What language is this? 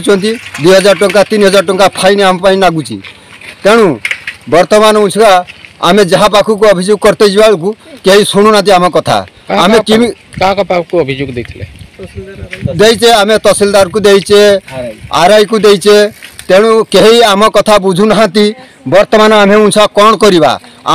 Odia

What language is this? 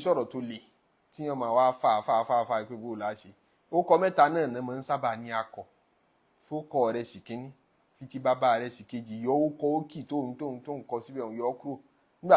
Yoruba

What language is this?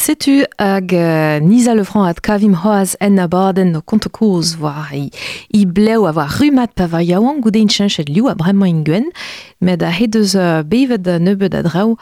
Breton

